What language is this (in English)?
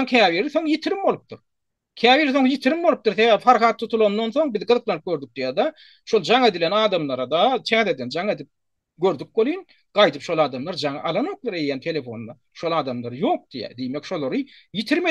Turkmen